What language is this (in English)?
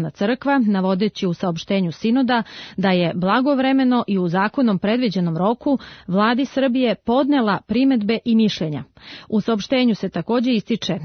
Serbian